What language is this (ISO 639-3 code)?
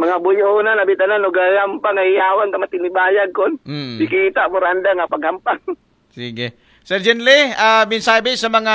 akl